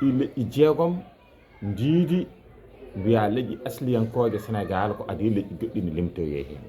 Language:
Fula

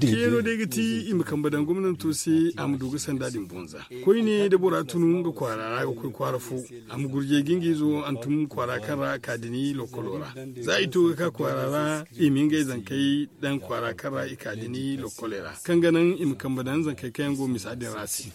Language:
Zarma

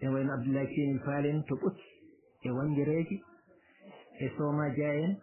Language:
Fula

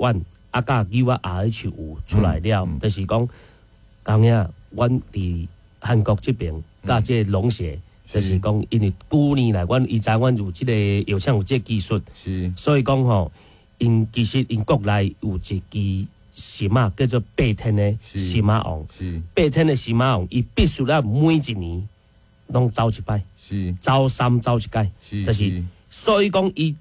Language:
Min Nan Chinese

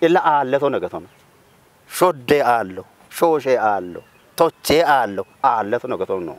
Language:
Kafa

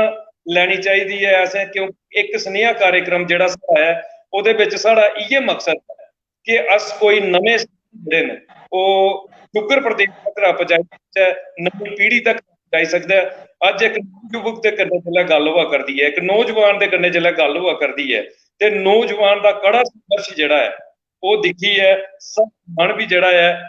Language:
Dogri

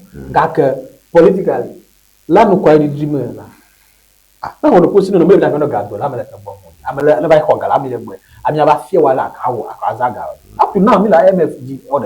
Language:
Ewe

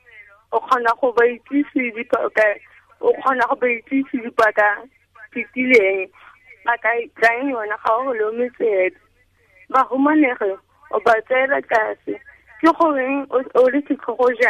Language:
Tswana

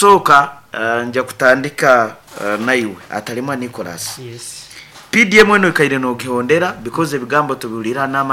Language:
Nyankole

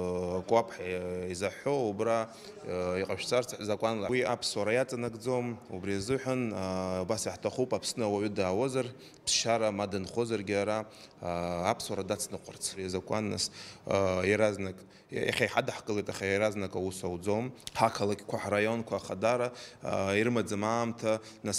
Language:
Abkhazian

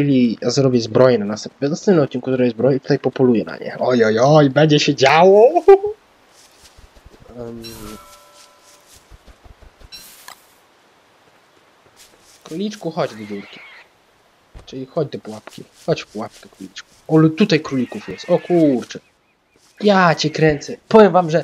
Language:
Polish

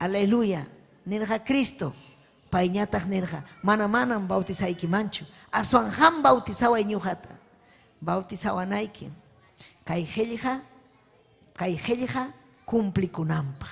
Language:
Ayacucho Quechua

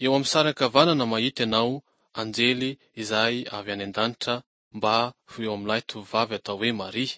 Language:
Malagasy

